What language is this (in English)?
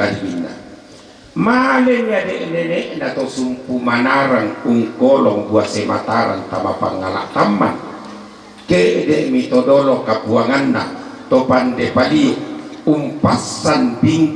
Toraja-Sa'dan